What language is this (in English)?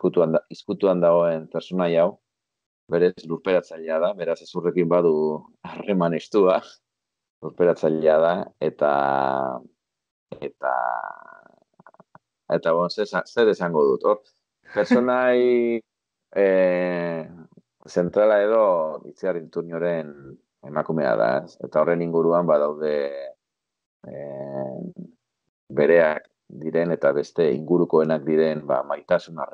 Basque